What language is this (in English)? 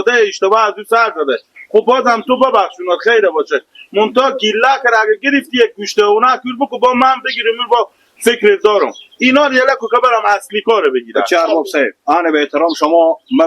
Hazaragi